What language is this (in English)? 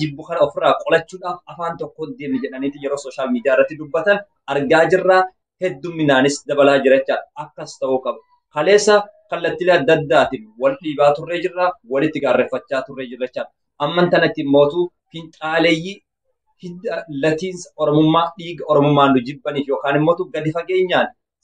Oromo